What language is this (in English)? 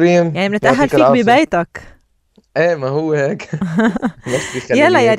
North Levantine Arabic